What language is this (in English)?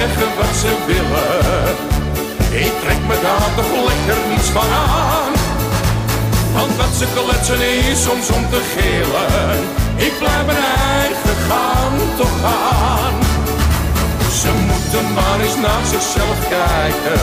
Dutch